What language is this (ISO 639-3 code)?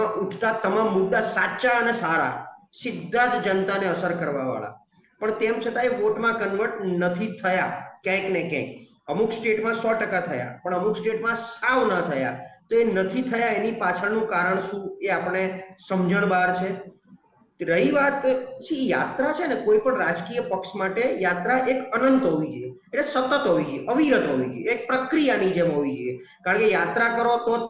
guj